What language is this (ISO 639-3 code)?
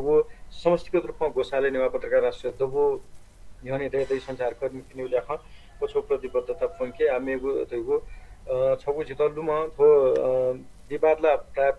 new